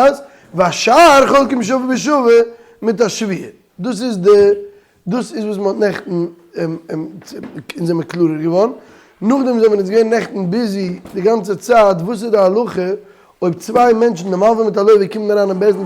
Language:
Yiddish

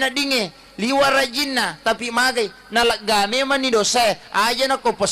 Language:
Buginese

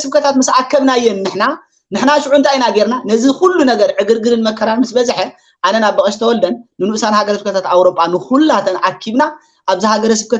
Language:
Tigrinya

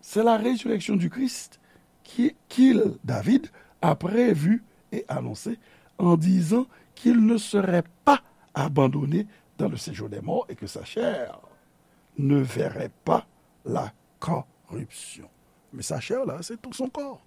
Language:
Haitian Creole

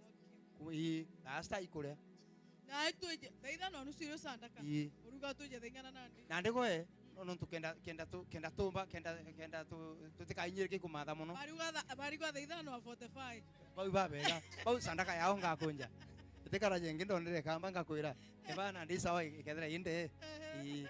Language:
Meru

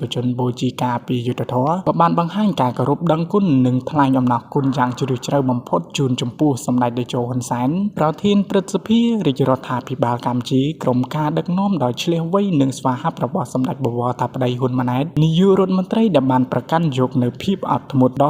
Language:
Khmer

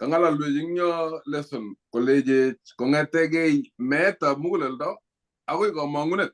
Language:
Kalenjin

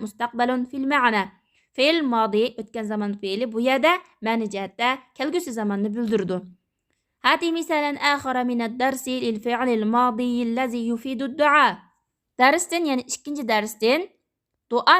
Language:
Uyghur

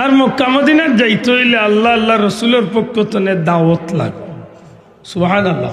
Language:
Sylheti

